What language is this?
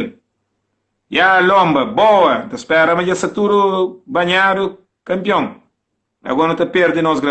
Kabuverdianu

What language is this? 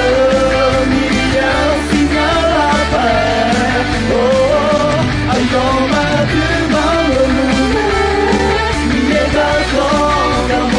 Akha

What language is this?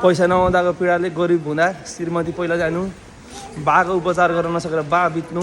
Nepali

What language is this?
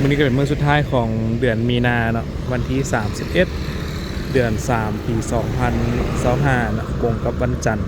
Lao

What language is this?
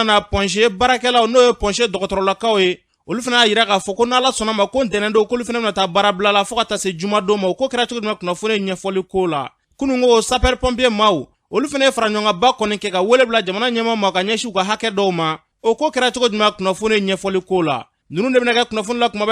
Bambara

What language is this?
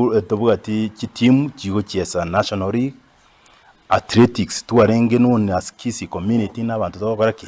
Gusii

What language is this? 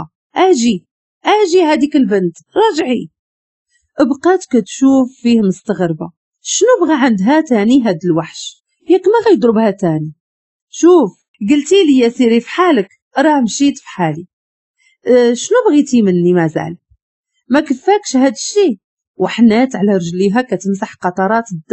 Moroccan Arabic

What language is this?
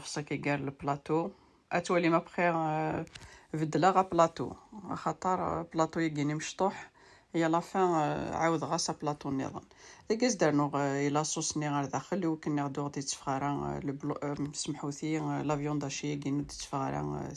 Kabyle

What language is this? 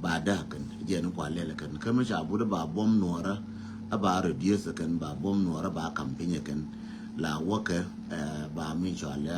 Nuer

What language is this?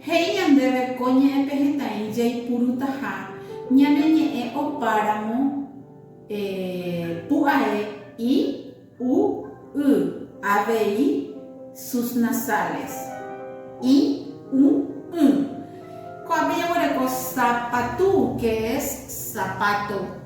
Guarani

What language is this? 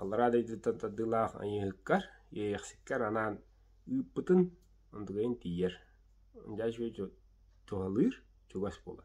Yakut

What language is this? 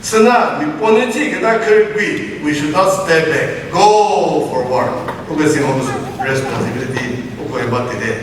Chokri Naga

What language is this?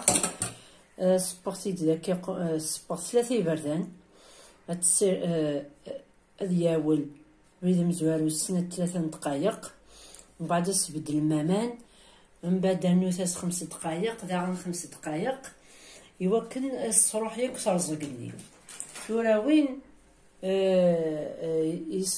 Kabyle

